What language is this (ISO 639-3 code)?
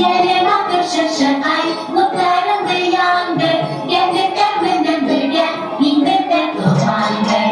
bak